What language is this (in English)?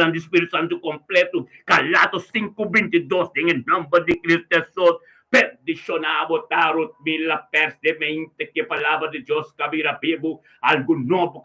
Papiamento